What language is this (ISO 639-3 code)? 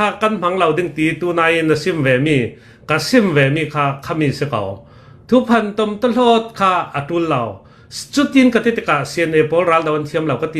cnh